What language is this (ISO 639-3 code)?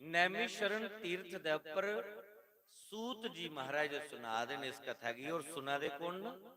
doi